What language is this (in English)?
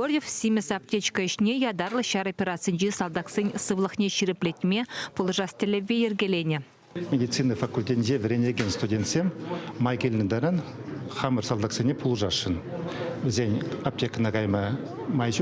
Chuvash